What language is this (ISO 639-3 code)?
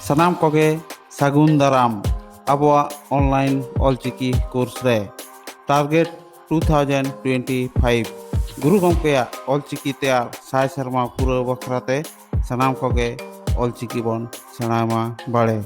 sat